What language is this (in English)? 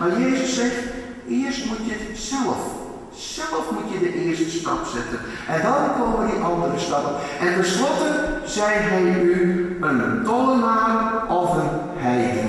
Western Frisian